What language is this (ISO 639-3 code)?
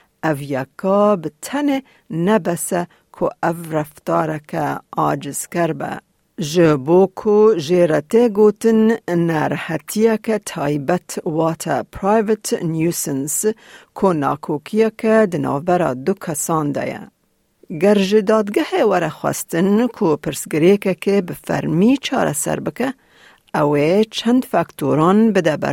kur